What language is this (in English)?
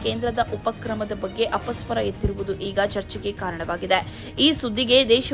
Kannada